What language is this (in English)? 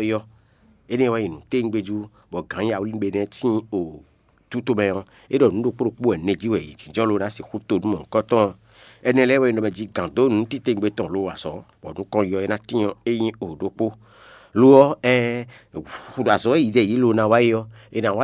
Fon